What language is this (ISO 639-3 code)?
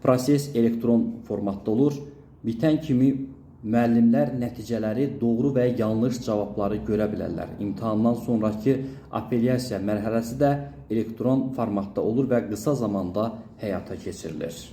aze